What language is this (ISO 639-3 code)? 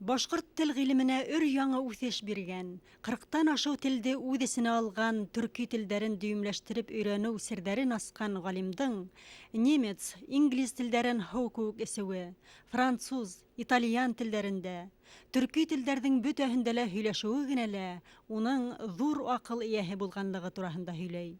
bak